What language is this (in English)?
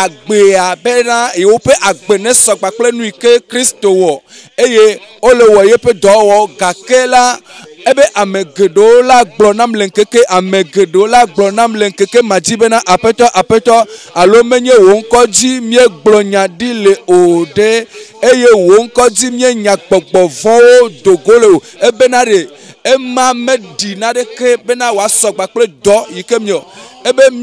Ewe